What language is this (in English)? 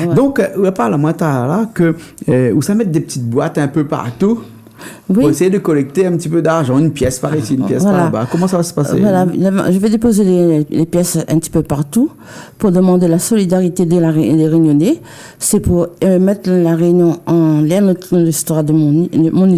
Réunion Creole French